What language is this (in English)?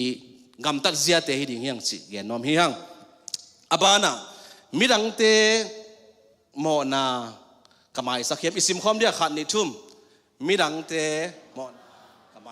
Tedim Chin